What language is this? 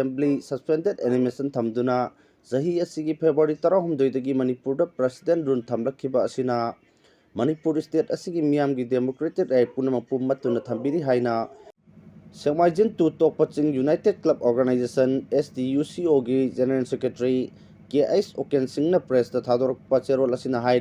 Manipuri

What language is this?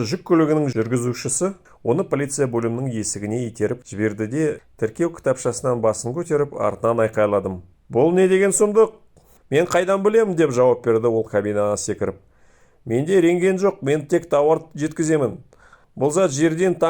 Kazakh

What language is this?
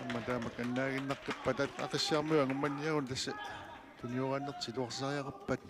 Kalaallisut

